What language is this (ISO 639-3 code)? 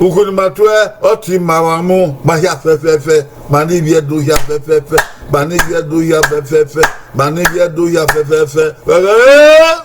bin